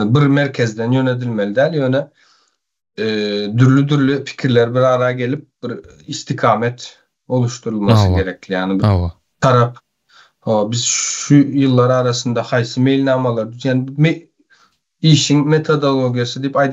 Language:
Turkmen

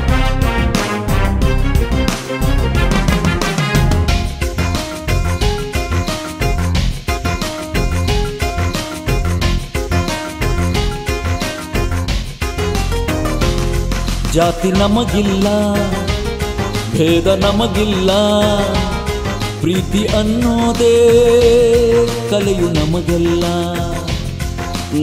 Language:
Kannada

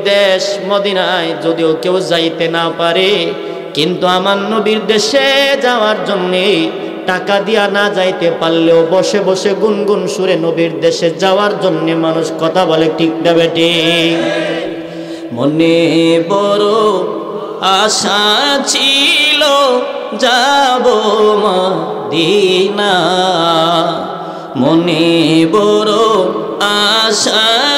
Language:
Bangla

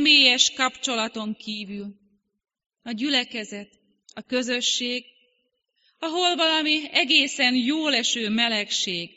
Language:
Hungarian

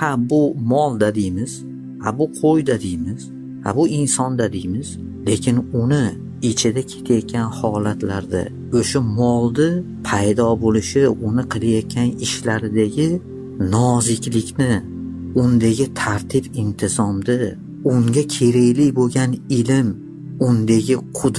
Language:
Uzbek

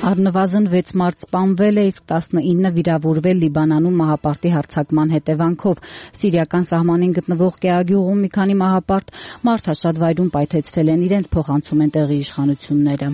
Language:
Armenian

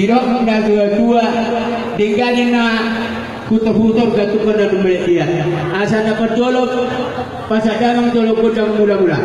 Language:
Batak Toba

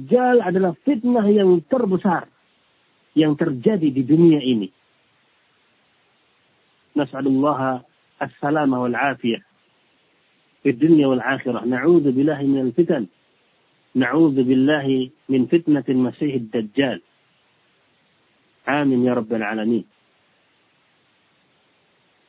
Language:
Indonesian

